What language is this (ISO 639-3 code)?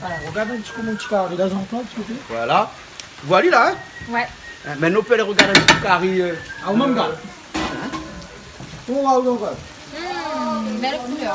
rcf